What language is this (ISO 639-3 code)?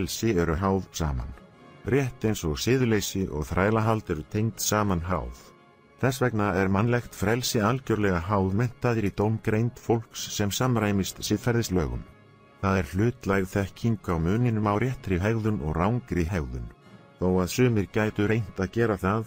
isl